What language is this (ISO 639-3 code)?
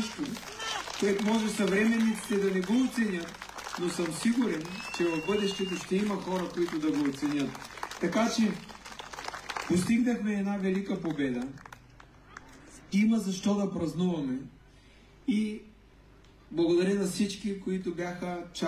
bul